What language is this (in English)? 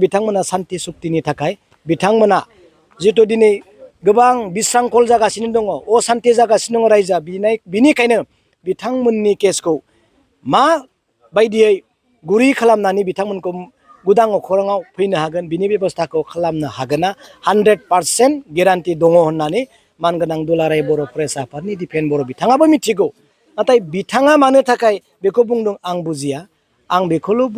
Bodo